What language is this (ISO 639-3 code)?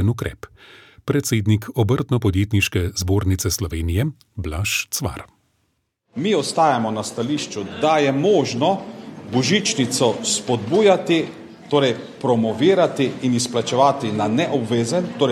slv